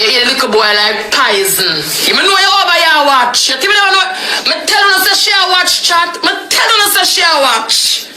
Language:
Jamaican Creole English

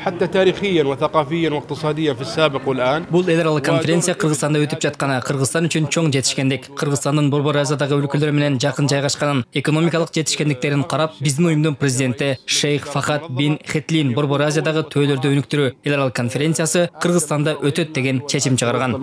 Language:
Kyrgyz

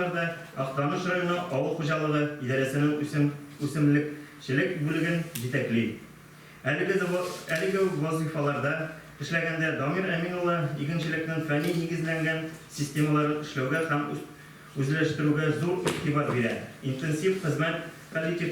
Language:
Tatar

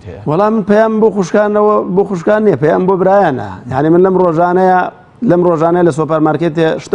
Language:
Central Kurdish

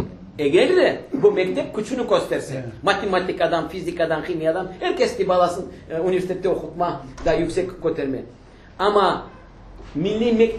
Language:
Crimean Tatar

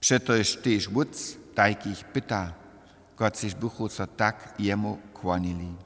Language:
Upper Sorbian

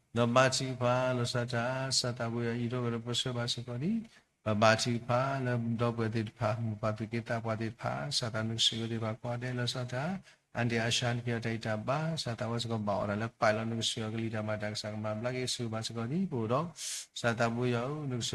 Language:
S'gaw Karen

